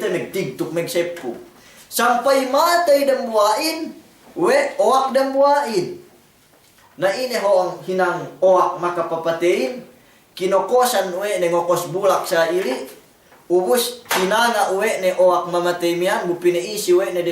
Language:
Yakan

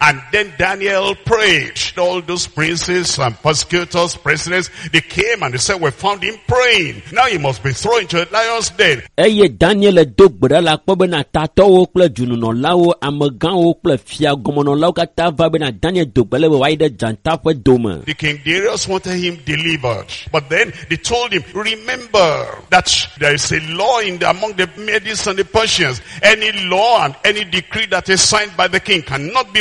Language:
Ewe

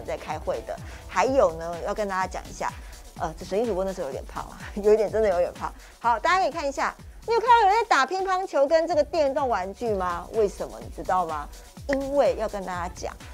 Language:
Chinese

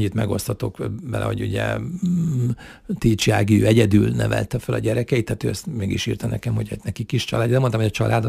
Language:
Hungarian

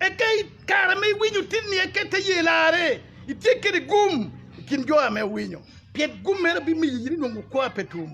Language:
Acoli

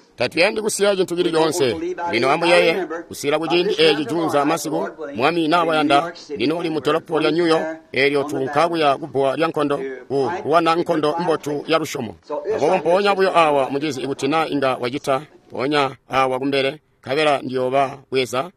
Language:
Tonga (Zambia)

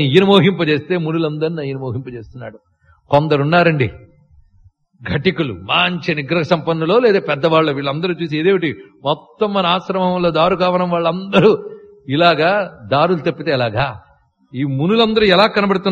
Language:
Telugu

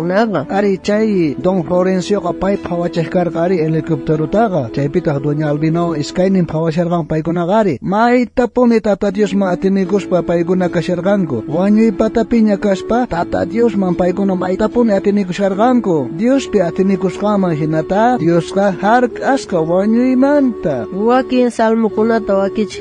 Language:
South Bolivian Quechua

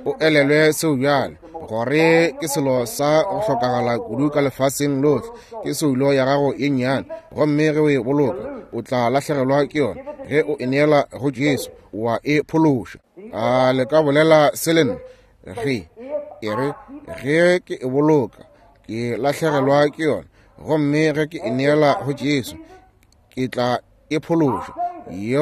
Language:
Northern Sotho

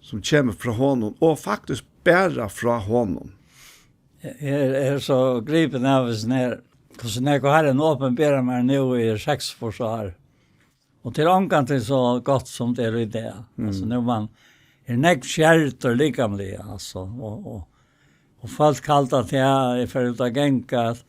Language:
Faroese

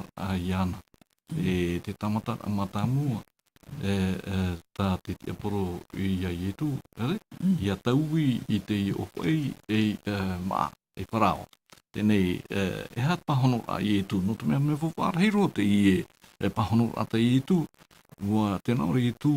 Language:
Tahitian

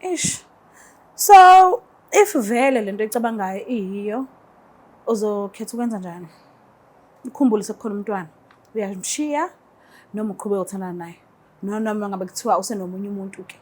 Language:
Zulu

